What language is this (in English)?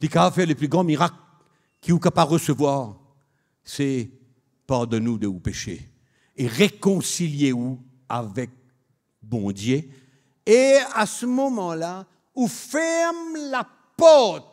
Morisyen